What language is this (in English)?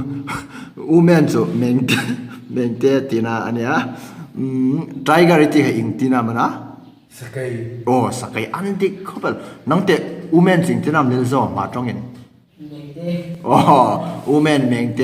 Hmar